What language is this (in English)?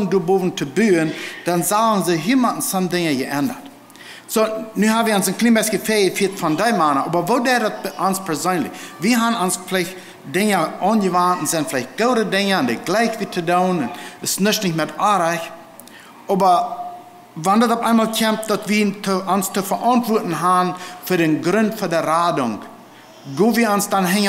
Plautdietsch